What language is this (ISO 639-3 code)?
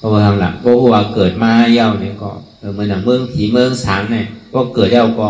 shn